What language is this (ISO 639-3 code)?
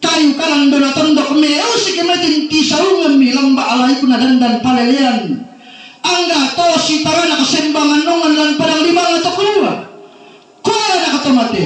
sda